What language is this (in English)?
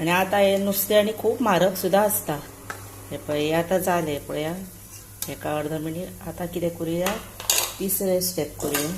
Konkani